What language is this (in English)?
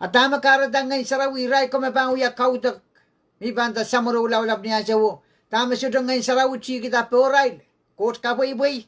Pohnpeian